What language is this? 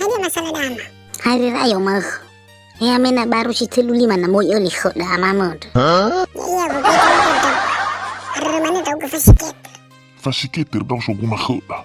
Nias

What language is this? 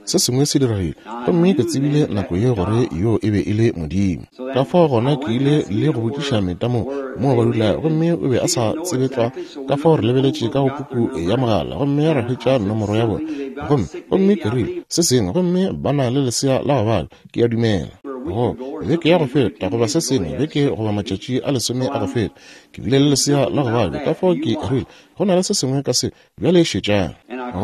Northern Sotho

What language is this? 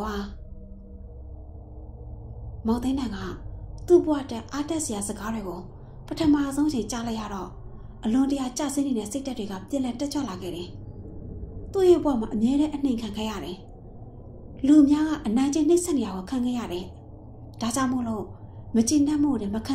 Burmese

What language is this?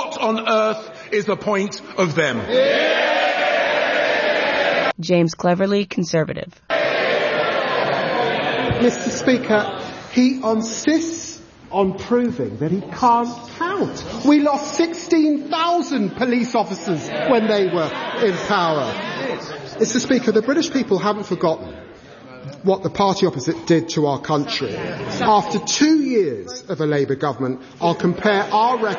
English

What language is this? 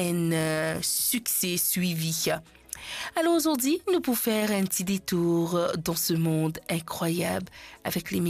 Morisyen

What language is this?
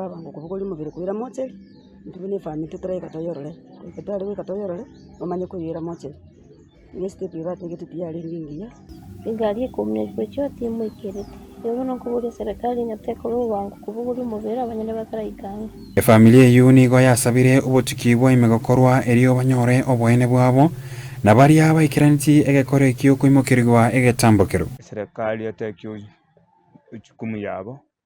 Gusii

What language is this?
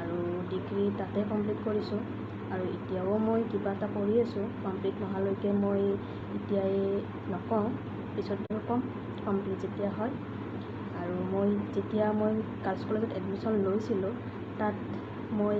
Assamese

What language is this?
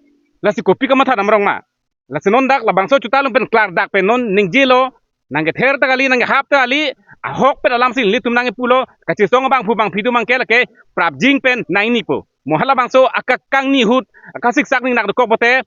Karbi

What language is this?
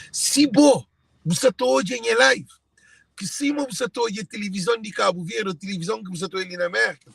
Kabuverdianu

